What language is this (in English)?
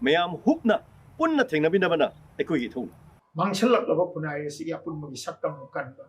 Manipuri